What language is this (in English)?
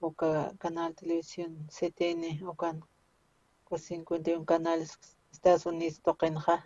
Aymara